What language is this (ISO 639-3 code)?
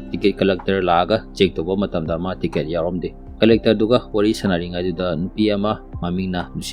mni